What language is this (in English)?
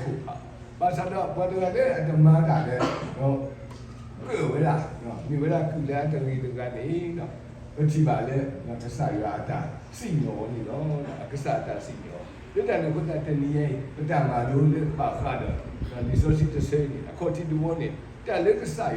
S'gaw Karen